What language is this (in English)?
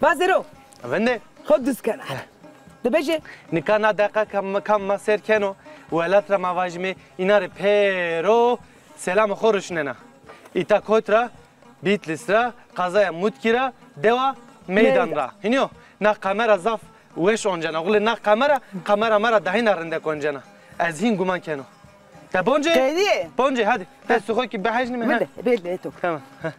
Zaza